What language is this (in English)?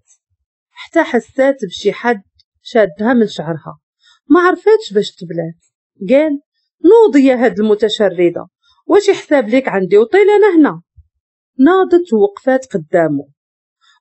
Moroccan Arabic